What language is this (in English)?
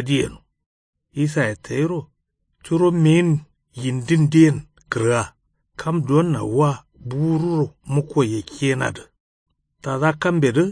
Kanuri